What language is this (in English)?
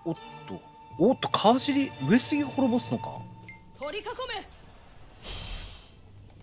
Japanese